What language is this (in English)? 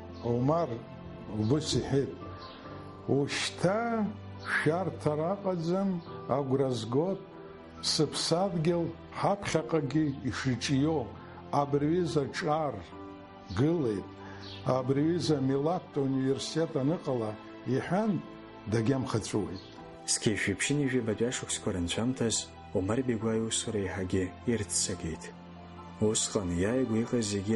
Abkhazian